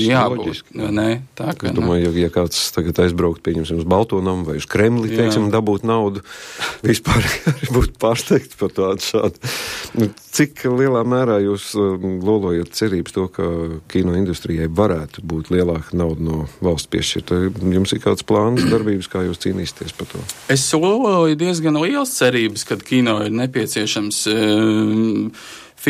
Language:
Latvian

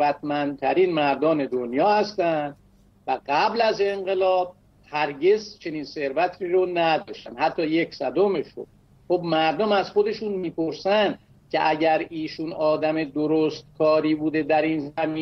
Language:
Persian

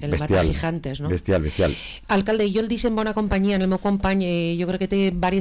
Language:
Catalan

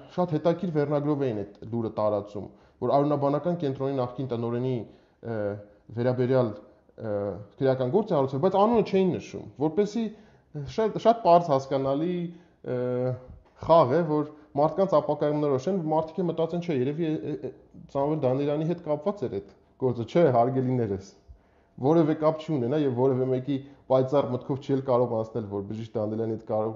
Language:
Armenian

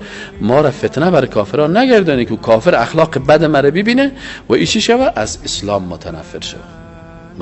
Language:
Persian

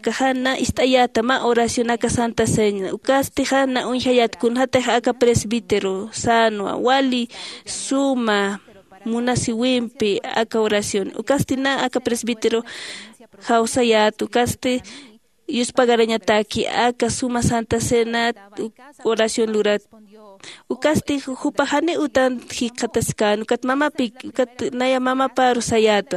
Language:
Aymara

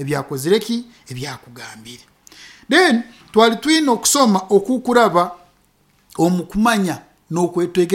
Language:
Nyoro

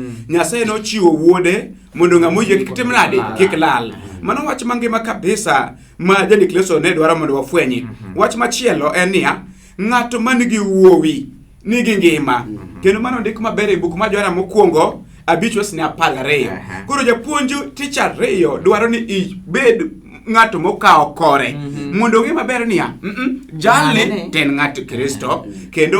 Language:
Luo (Kenya and Tanzania)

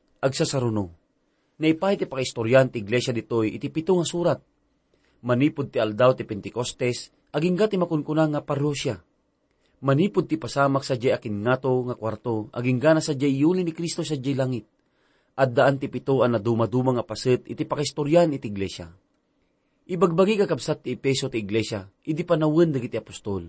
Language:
Iloko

